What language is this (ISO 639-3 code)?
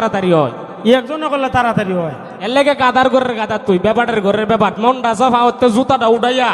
syl